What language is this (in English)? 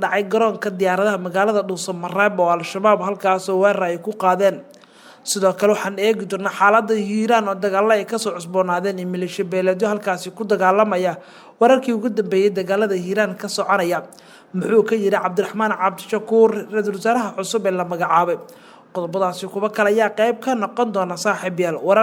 Somali